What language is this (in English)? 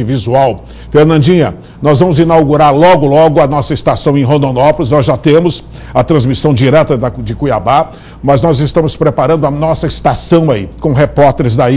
Portuguese